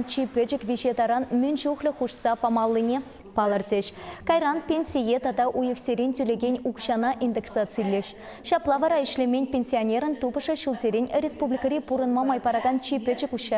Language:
Chuvash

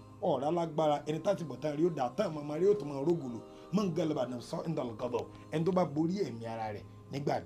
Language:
Yoruba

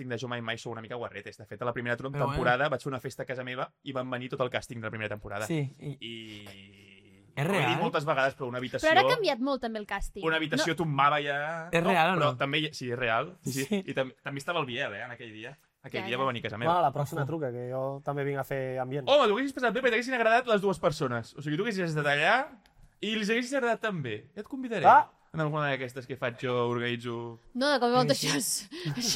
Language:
Catalan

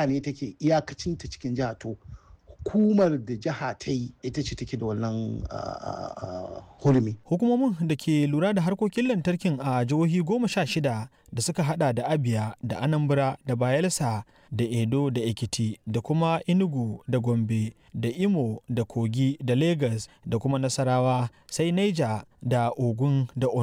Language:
Hausa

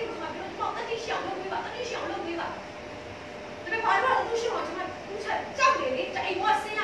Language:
Burmese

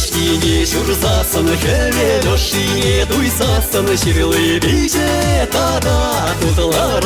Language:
Chuvash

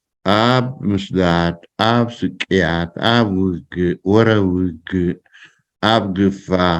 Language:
Tigrinya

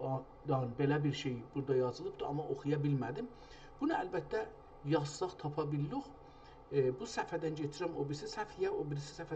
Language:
South Azerbaijani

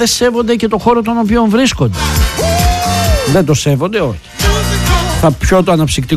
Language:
Greek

